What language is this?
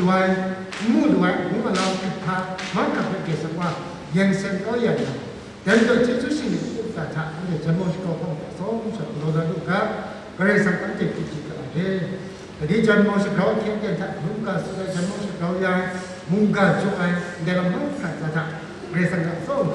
Kachin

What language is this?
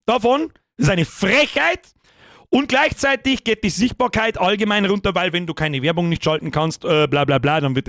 Bavarian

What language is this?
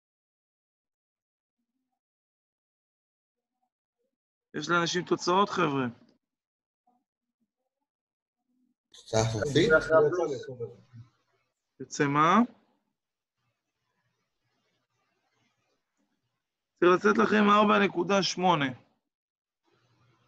Hebrew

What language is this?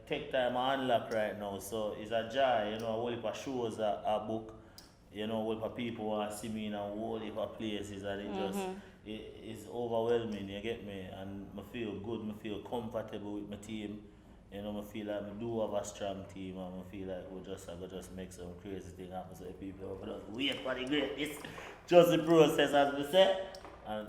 Jamaican Creole English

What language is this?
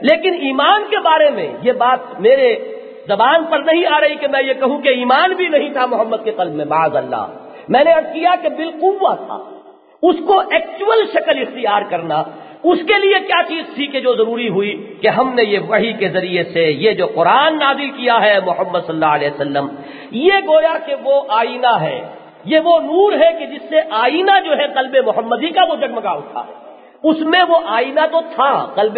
Urdu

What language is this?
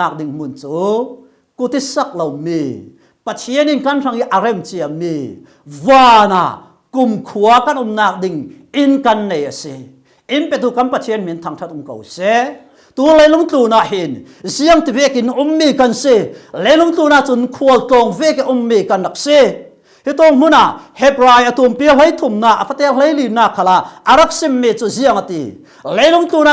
Falam Chin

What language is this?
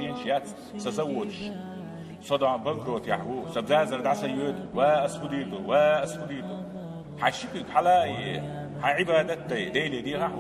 Chechen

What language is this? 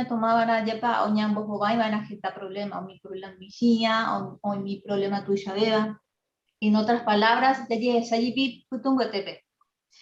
Guarani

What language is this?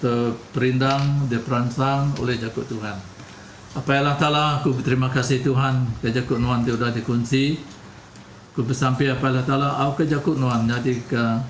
Iban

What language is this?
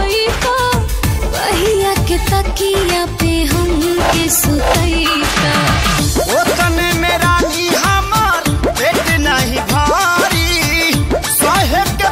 Bhojpuri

